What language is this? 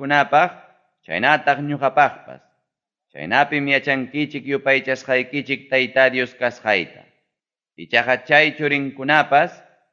Ayacucho Quechua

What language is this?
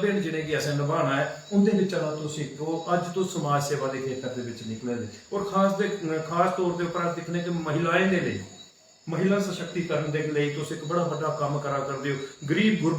Dogri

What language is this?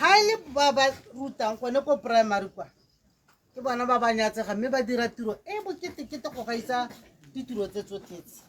Tswana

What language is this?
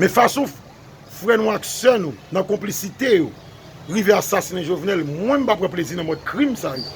Haitian Creole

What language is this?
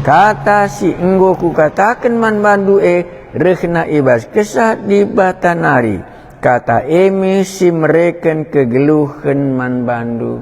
Batak Karo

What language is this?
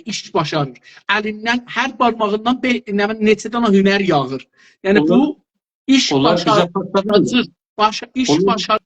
South Azerbaijani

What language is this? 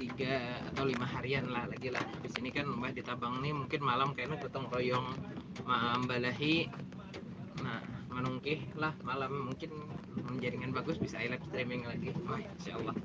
Banjar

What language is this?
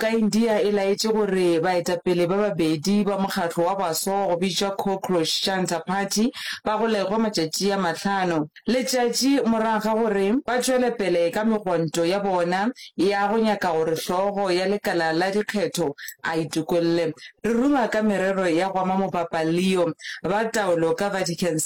Northern Sotho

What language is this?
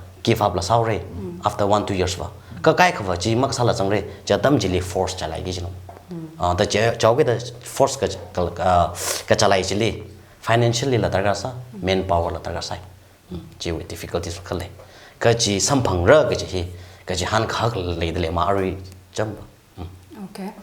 Tangkhul Naga (India)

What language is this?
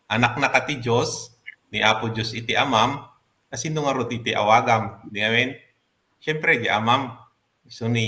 Iloko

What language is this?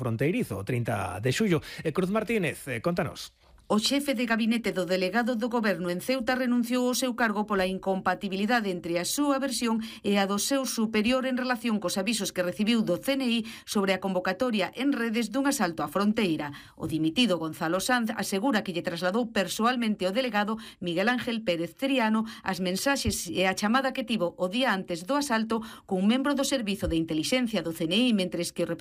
Galician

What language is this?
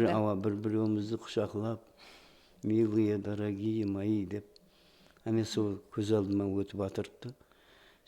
Kara-Kalpak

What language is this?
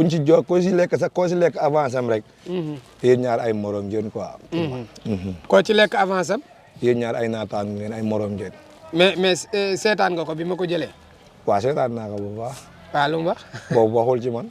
Wolof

